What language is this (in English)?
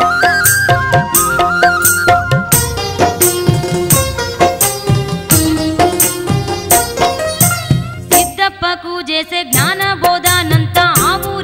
Telugu